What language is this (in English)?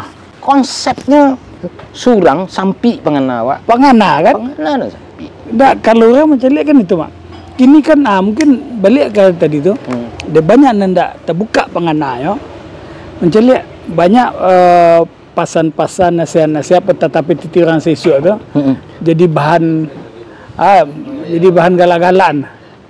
Minangkabau